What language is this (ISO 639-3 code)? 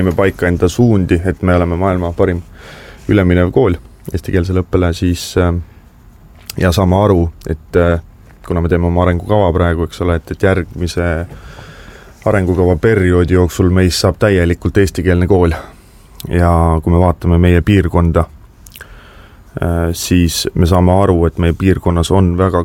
est